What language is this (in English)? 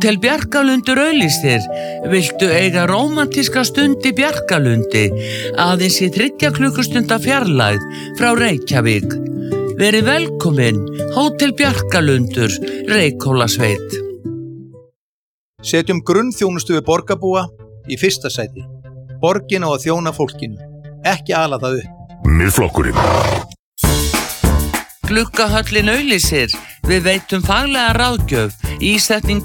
Icelandic